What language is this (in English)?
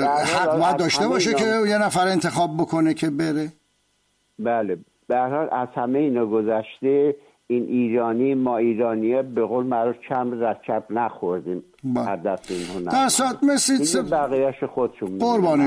Persian